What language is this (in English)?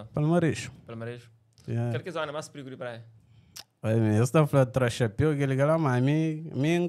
Kabuverdianu